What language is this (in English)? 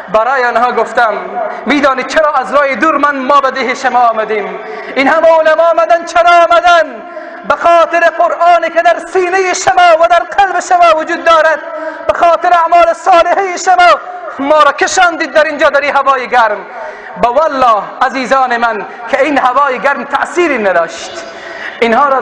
Persian